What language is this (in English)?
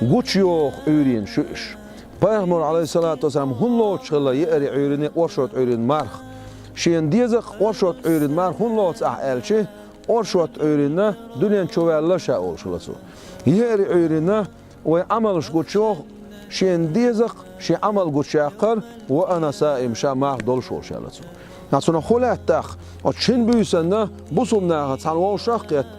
Chechen